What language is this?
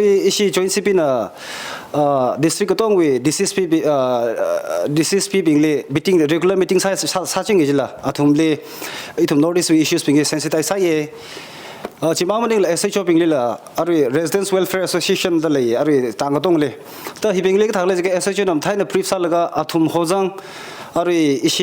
Tangkhul Naga (India)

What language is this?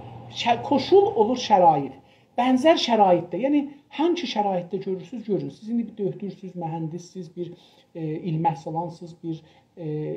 South Azerbaijani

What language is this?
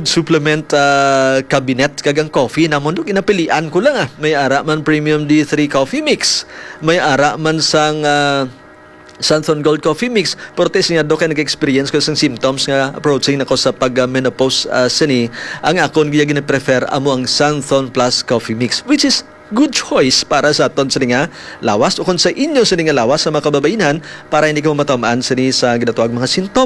Hiligaynon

